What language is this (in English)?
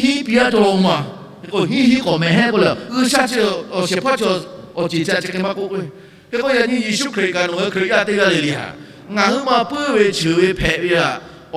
Lahu